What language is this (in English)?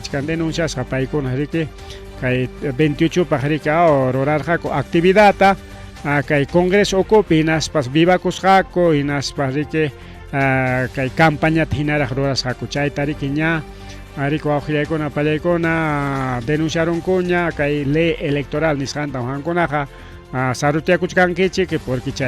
Ayacucho Quechua